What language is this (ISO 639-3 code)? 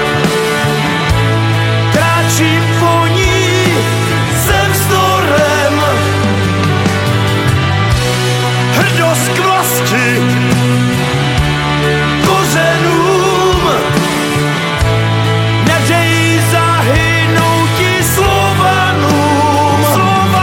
ces